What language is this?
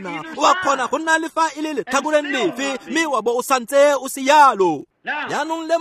Tswana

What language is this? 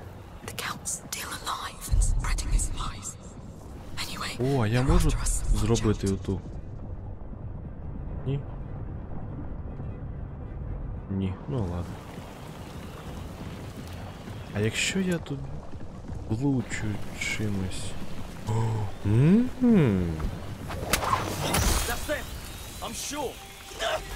Ukrainian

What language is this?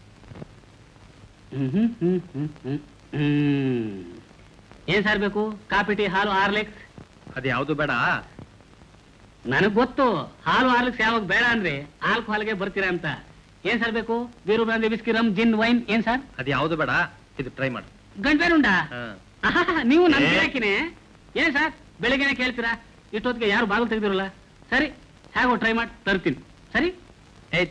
Kannada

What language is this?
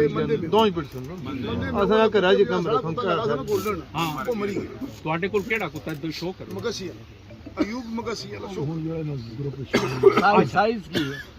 Pahari-Potwari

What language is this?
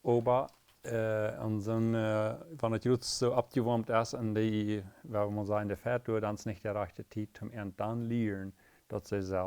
Plautdietsch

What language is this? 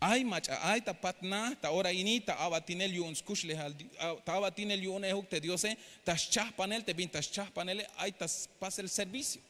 Tzeltal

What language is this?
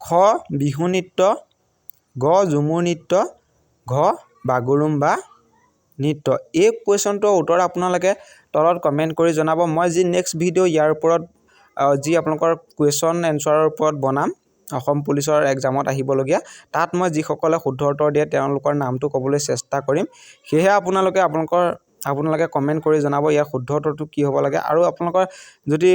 Assamese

